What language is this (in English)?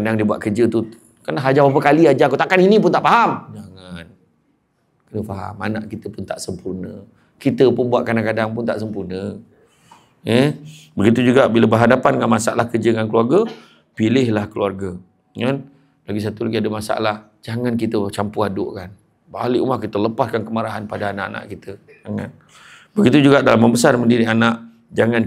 Malay